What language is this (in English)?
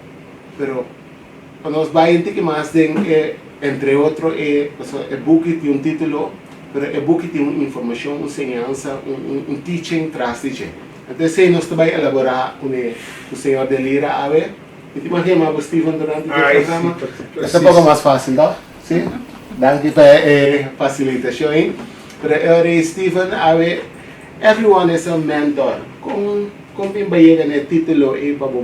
Papiamento